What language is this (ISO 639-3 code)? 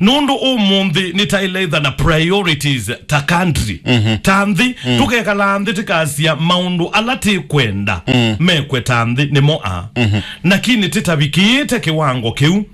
kam